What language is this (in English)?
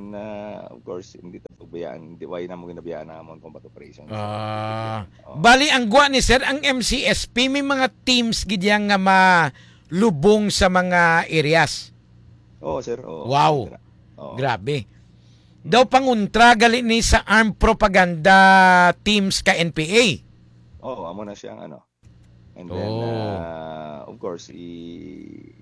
Hiligaynon